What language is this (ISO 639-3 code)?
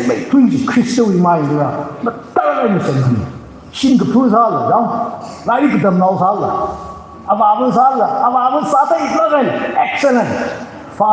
nmf